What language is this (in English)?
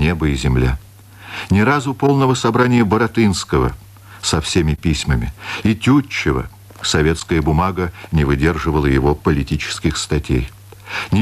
Russian